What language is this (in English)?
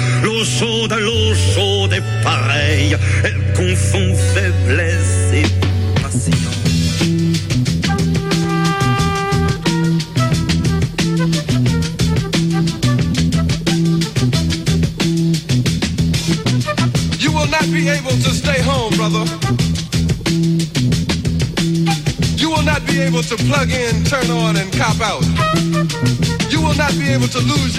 French